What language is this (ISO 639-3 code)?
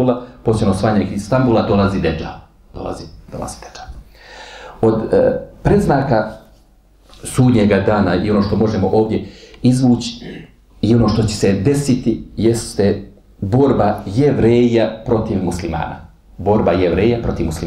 bos